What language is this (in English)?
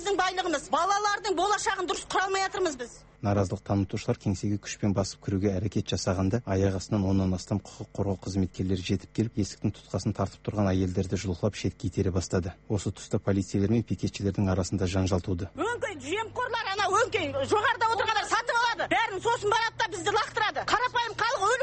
Kazakh